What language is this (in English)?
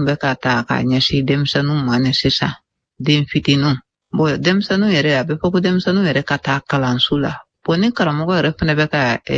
Bambara